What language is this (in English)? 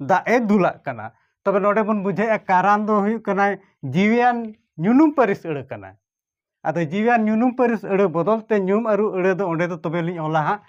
Santali